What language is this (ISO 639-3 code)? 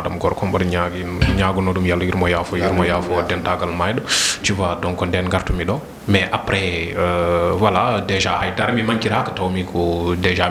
ful